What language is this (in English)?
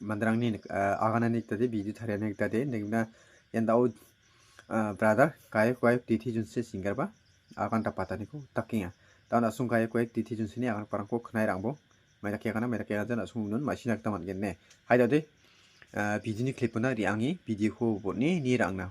Garo